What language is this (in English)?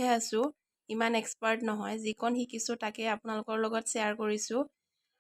Assamese